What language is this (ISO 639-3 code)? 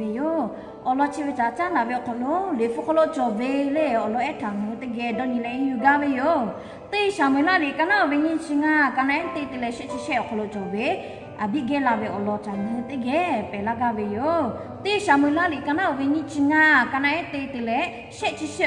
lhu